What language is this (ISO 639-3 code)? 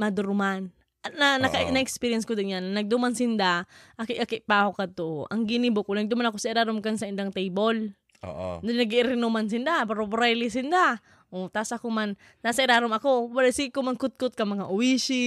bik